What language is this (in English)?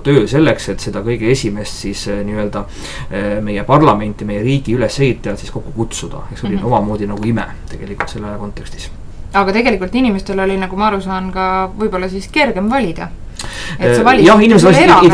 Estonian